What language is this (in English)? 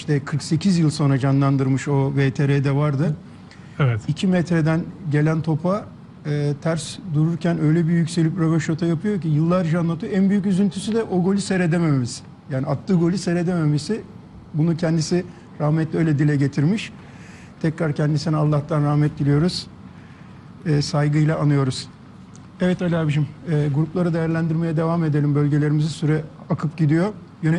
Turkish